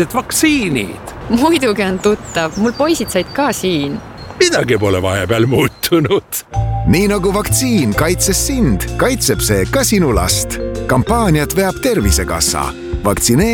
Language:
Estonian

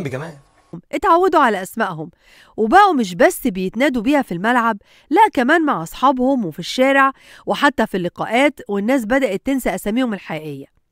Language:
Egyptian Arabic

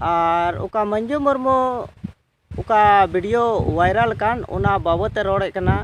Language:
Santali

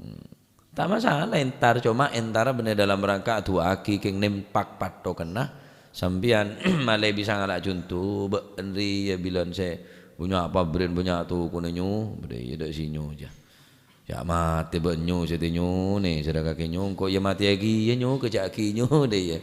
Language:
Madurese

